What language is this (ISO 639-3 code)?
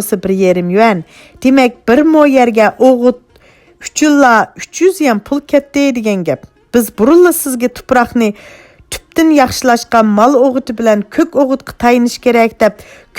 uig